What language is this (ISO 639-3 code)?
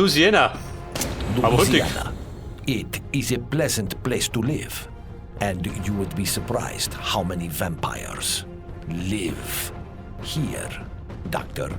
bar